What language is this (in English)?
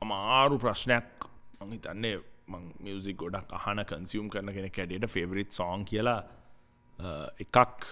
Sinhala